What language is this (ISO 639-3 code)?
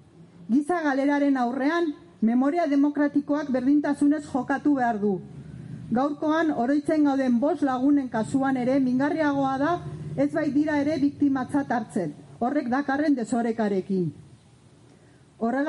eus